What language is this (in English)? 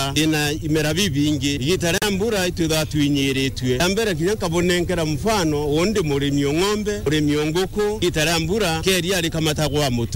Meru